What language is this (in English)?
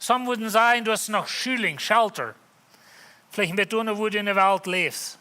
Plautdietsch